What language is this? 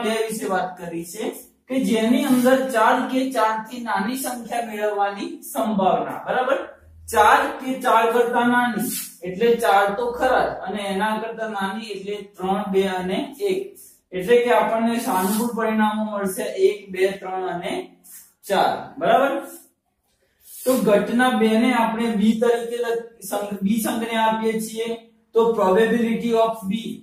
Gujarati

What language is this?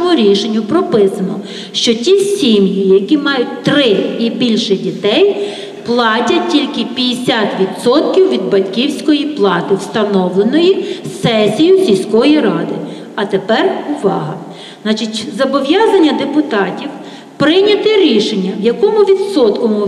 Ukrainian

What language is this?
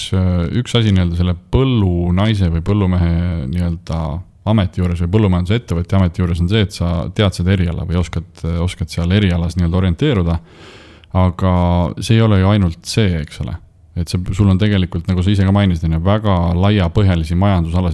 Estonian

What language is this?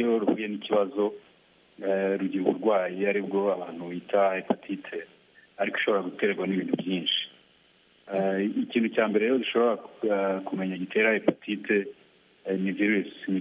Kinyarwanda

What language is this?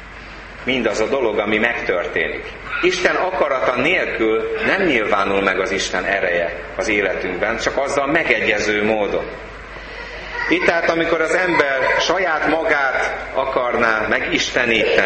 Hungarian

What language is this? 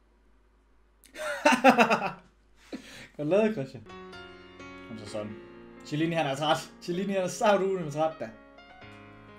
Danish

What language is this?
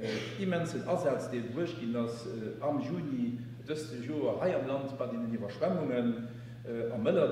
Luxembourgish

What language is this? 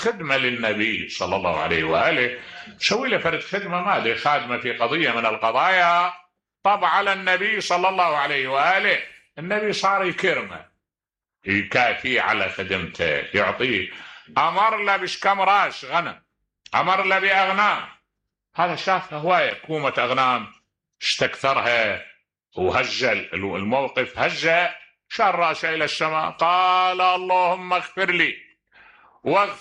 Mesopotamian Arabic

